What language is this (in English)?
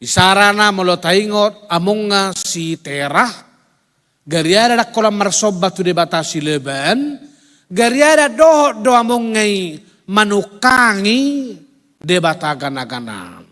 Batak Toba